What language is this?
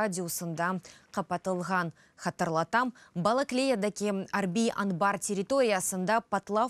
Crimean Tatar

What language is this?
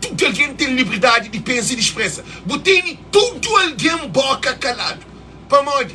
Kabuverdianu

